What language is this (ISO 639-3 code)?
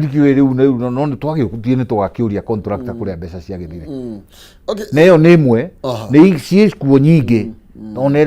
kik